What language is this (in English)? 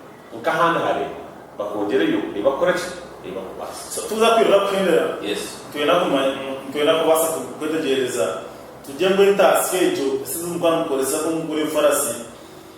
Nyankole